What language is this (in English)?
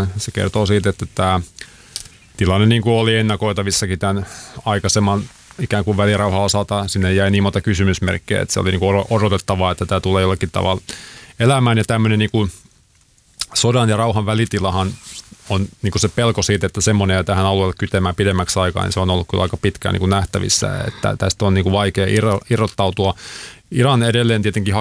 Finnish